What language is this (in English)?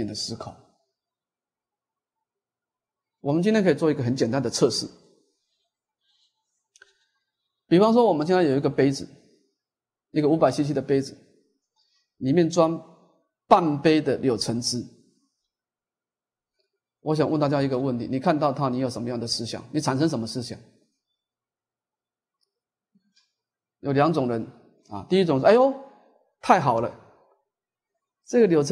Chinese